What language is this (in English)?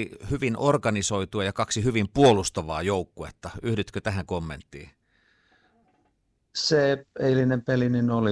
Finnish